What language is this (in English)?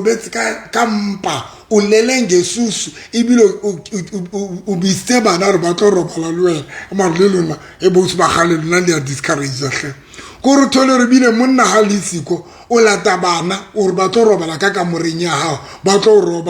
Southern Sotho